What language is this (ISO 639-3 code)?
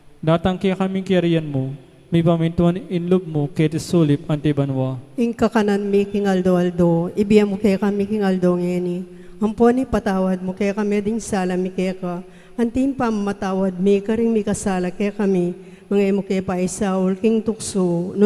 pam